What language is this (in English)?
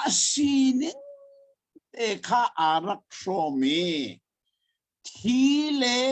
Hakha Chin